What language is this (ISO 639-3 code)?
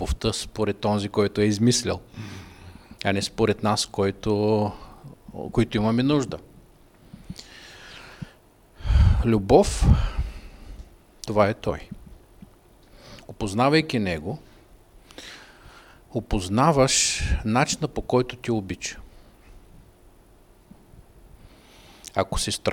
bul